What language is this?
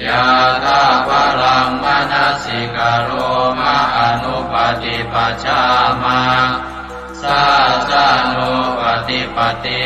Pali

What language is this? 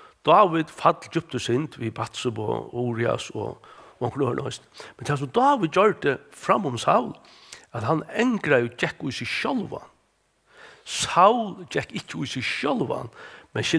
Faroese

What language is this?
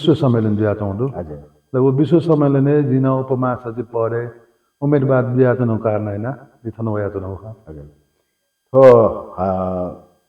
Newari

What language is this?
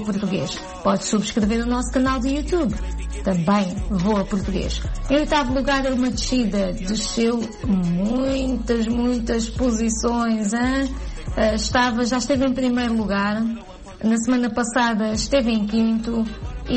Portuguese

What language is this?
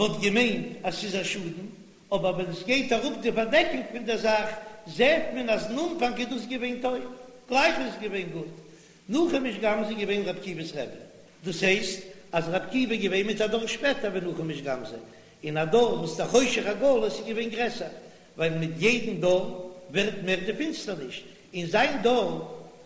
Yiddish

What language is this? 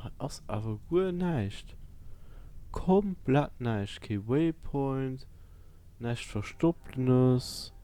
Luxembourgish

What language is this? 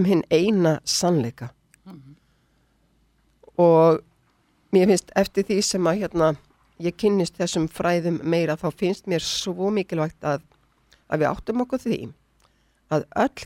Icelandic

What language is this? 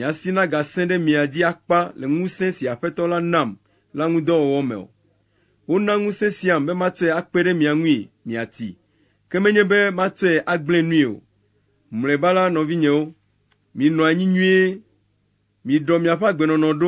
Ewe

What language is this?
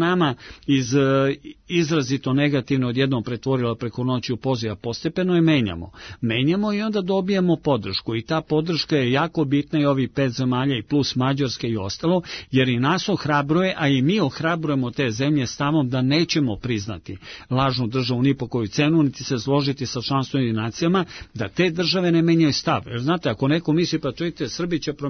Serbian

